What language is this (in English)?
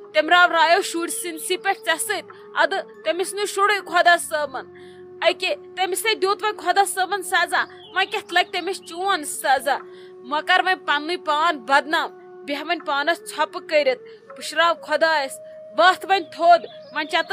Kashmiri